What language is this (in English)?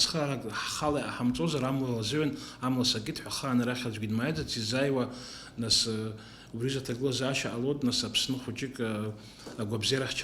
Abkhazian